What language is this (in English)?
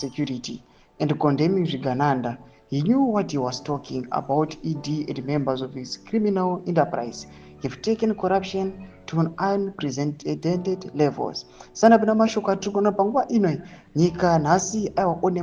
Shona